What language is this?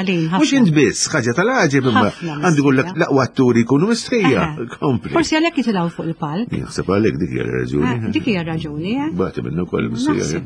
Maltese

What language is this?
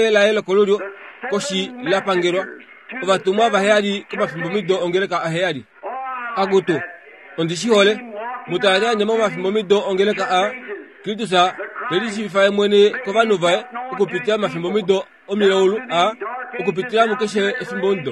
Kuanyama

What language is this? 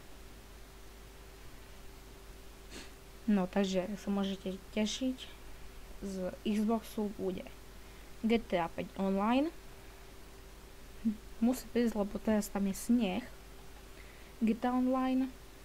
Slovak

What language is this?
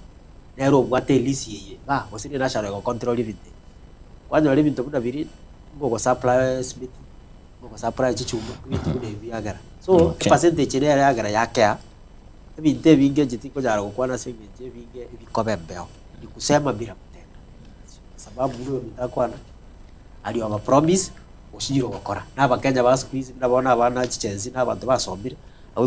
Gusii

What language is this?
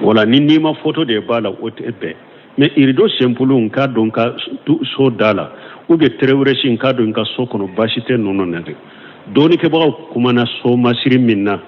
Bambara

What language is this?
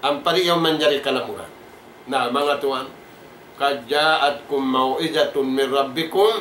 Tausug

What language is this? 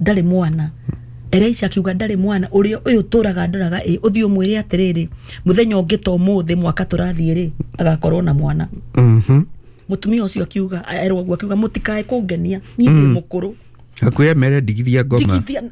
Kikuyu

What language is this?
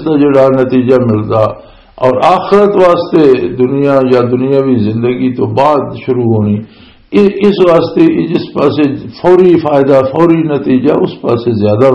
Western Panjabi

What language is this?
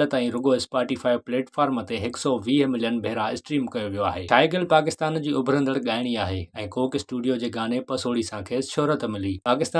Sindhi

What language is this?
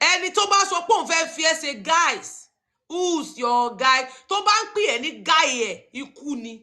Yoruba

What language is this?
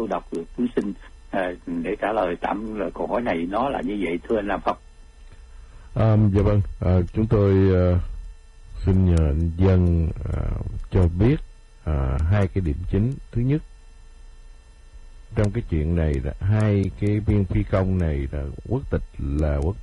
Vietnamese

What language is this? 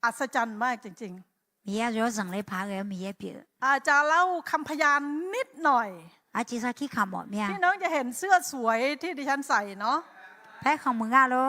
Akha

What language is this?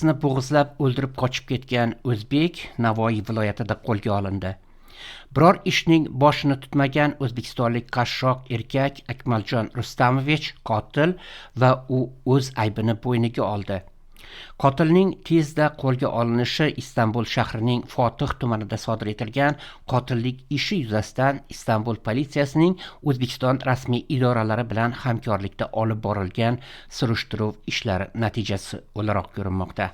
Uzbek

